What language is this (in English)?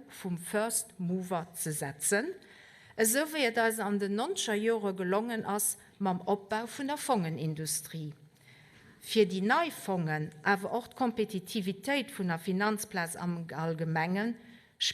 Luxembourgish